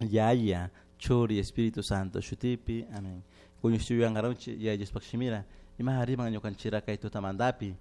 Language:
Chimborazo Highland Quichua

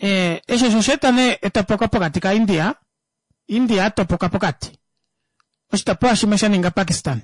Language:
Kuanyama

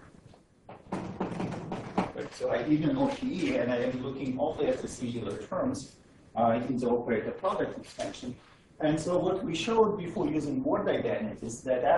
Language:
English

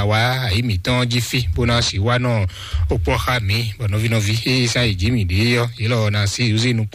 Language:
Fon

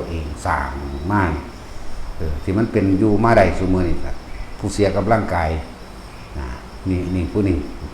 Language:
Northeastern Thai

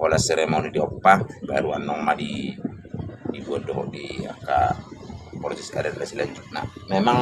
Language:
Batak Toba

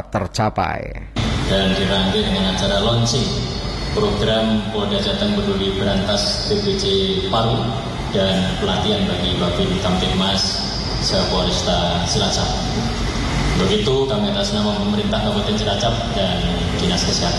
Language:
Indonesian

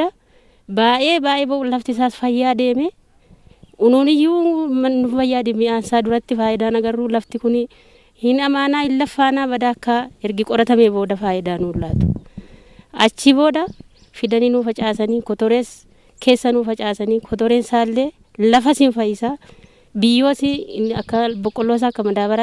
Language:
Oromo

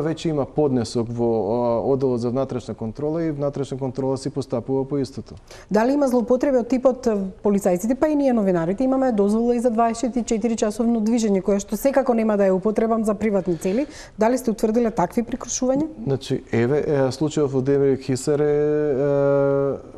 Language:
Macedonian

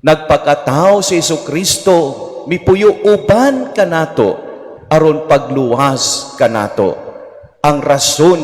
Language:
Cebuano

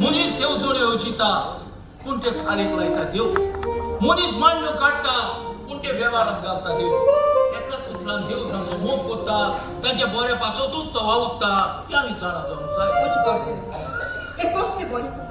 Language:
Konkani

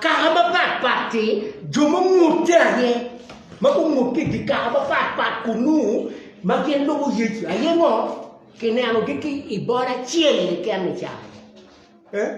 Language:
Acoli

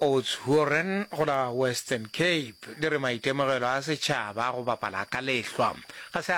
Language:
Northern Sotho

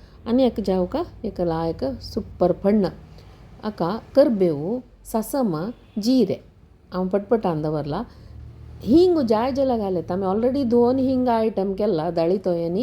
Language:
Konkani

